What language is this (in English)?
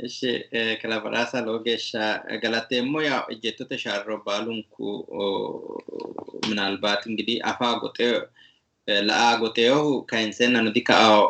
Sidamo